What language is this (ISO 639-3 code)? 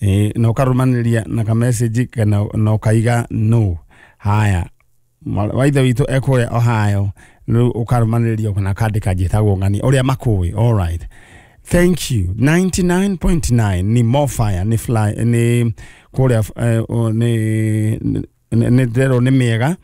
kik